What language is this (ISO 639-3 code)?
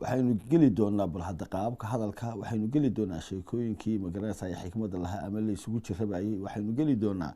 som